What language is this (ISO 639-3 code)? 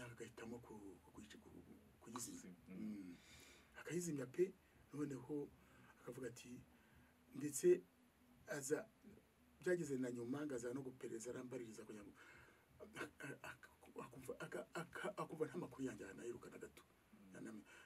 kin